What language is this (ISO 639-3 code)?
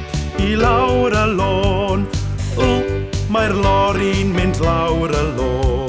cym